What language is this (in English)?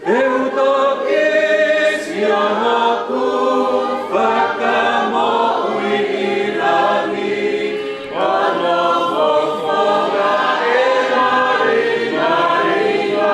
Tongan